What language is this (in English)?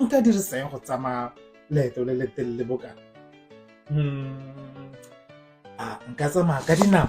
Tswana